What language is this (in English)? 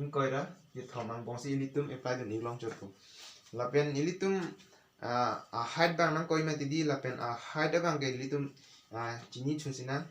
Karbi